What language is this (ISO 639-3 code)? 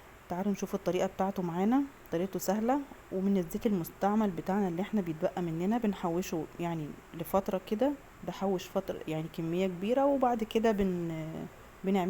arz